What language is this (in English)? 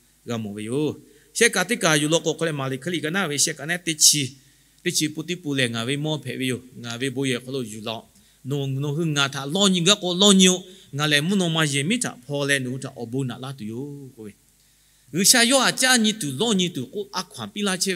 Lahu